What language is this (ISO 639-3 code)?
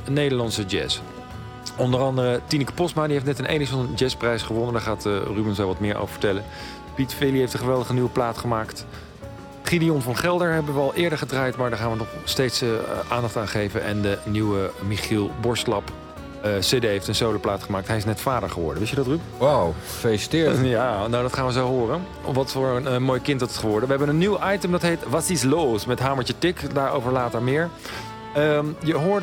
nld